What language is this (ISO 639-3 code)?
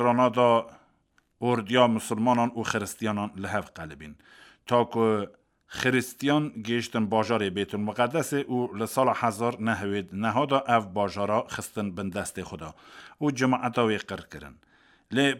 kur